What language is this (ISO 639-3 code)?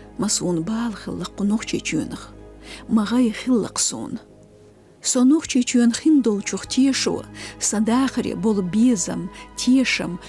che